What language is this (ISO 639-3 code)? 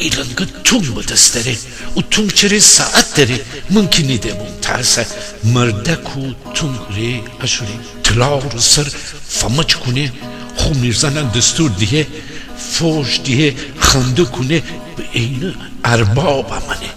glk